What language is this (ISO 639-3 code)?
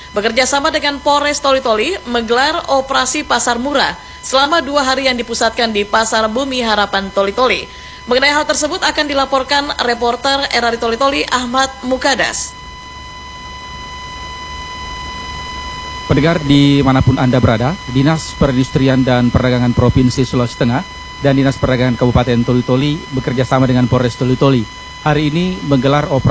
ind